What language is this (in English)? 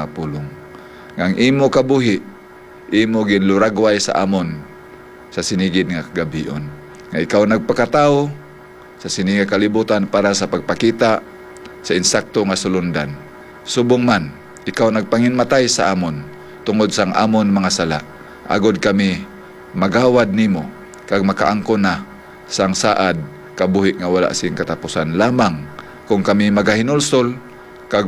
Hiligaynon